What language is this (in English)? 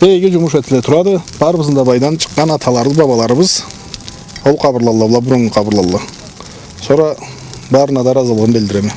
Karachay-Balkar